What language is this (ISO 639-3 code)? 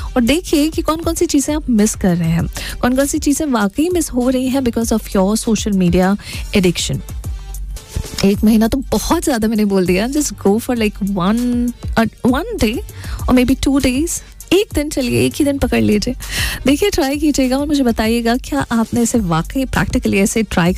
hin